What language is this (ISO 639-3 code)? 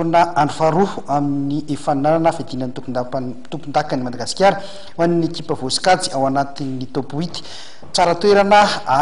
mlg